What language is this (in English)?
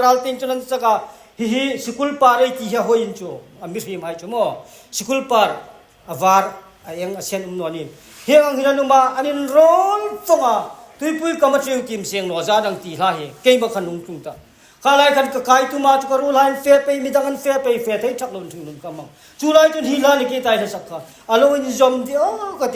Hmar